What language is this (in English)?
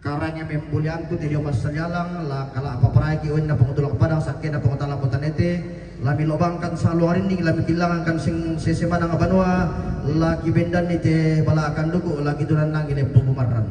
Toraja-Sa'dan